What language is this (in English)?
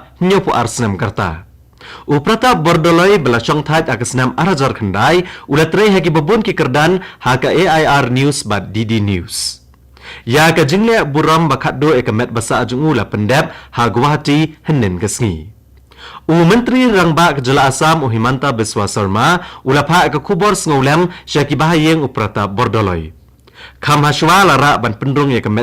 Khasi